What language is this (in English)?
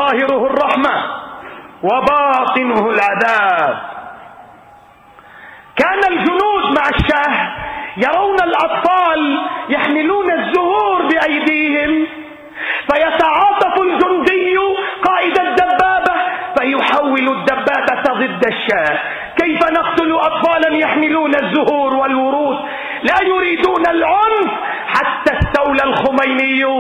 Arabic